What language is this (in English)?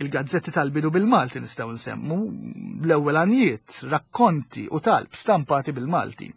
Maltese